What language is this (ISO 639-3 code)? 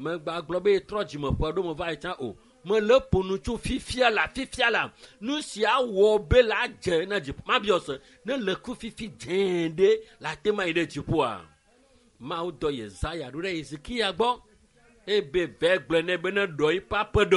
ewe